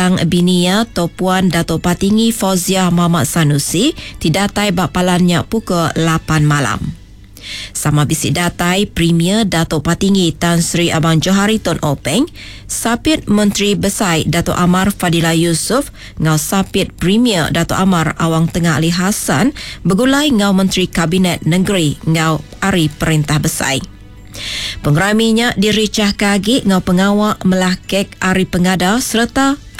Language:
Iban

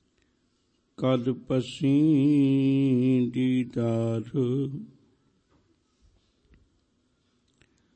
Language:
Punjabi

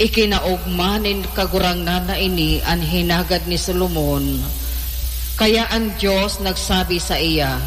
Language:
Bikol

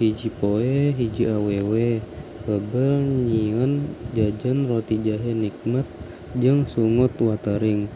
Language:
Sundanese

